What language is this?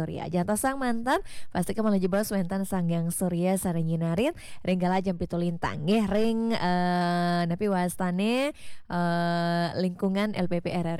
Balinese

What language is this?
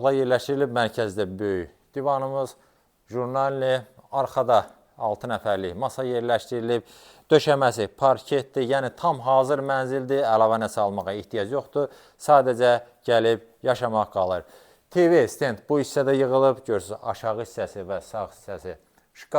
Azerbaijani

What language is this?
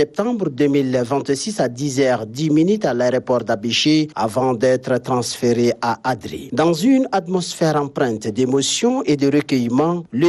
French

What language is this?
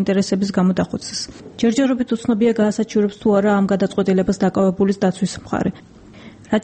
Georgian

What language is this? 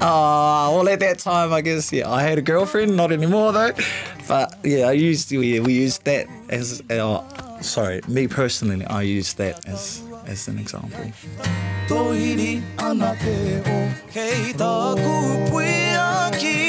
Māori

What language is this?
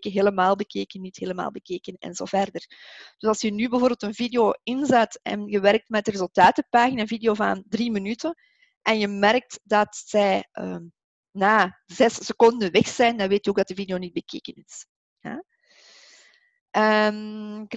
Dutch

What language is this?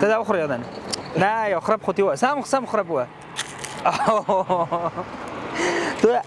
Pashto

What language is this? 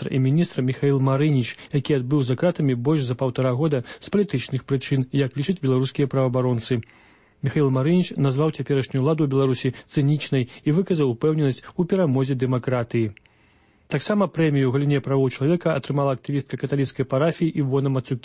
Belarusian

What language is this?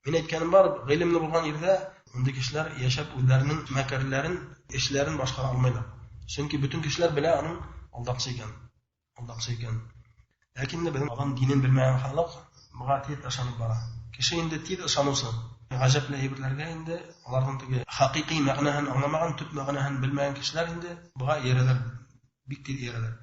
Bashkir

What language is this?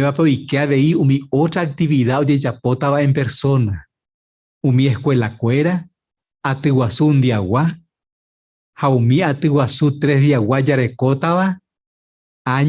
Guarani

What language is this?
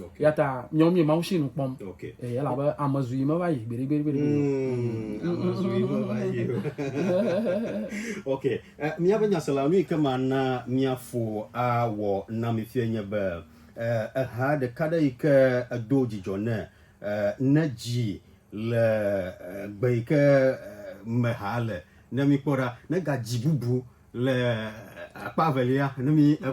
Ewe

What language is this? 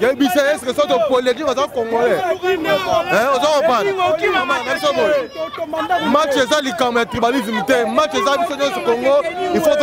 Lingala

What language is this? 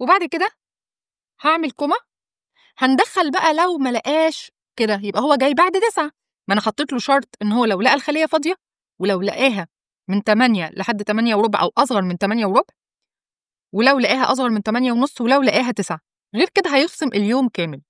Egyptian Arabic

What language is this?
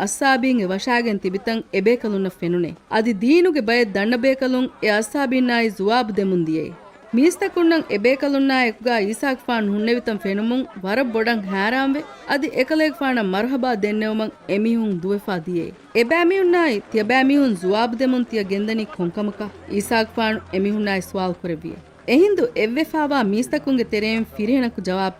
Divehi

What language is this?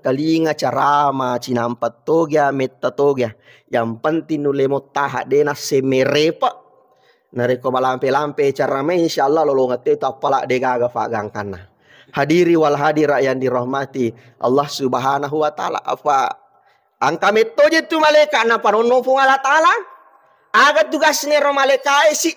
Buginese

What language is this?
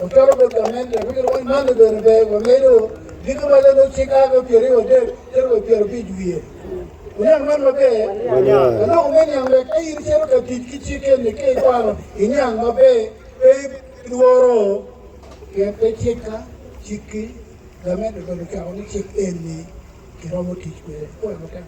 Acoli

